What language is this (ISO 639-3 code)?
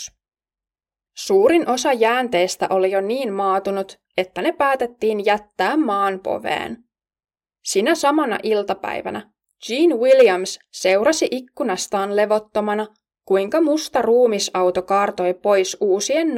fin